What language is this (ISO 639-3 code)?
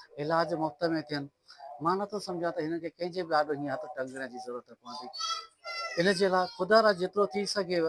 snd